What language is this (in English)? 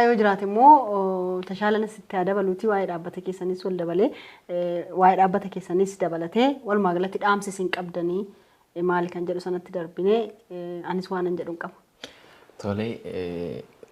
Oromo